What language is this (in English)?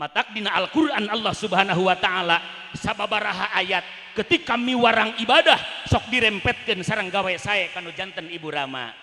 Sundanese